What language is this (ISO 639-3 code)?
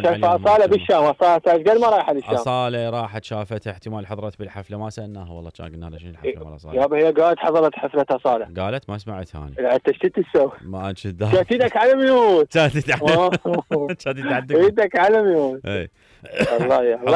acm